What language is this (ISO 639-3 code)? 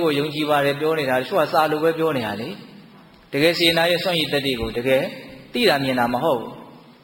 mya